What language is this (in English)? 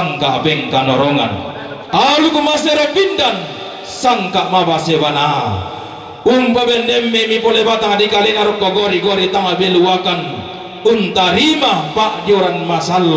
Toraja-Sa'dan